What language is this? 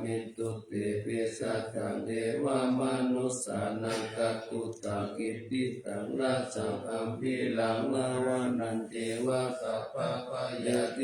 Pali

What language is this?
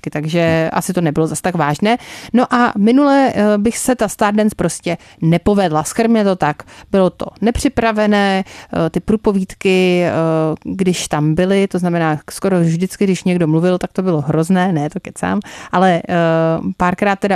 Czech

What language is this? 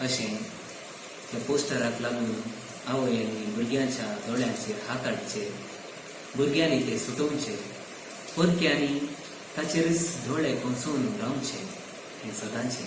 Konkani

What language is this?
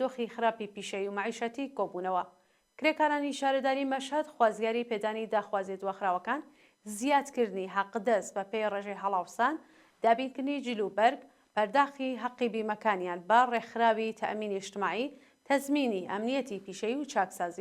Central Kurdish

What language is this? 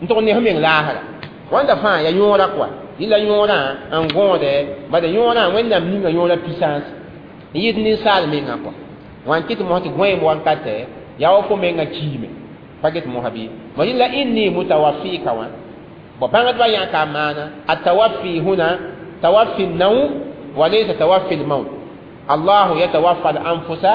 Mossi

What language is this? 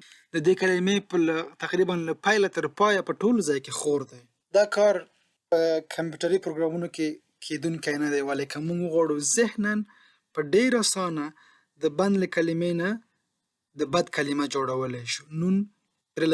Pashto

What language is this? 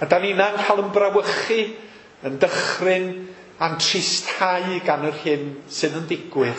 Welsh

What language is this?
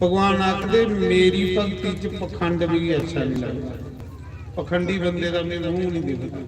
Dogri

